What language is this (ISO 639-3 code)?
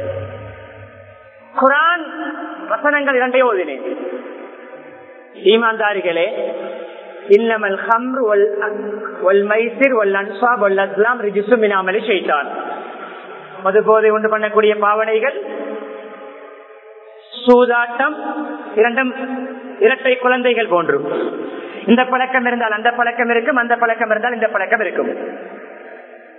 tam